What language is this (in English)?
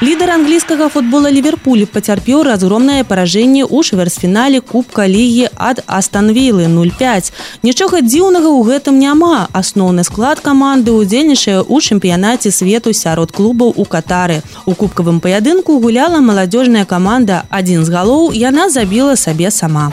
Belarusian